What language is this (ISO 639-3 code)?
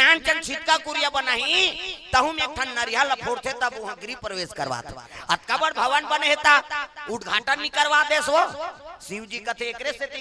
hne